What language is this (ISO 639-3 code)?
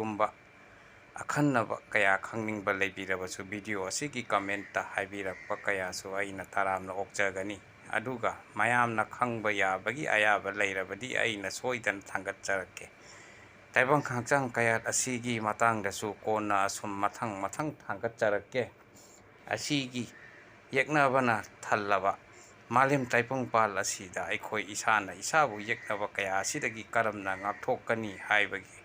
mni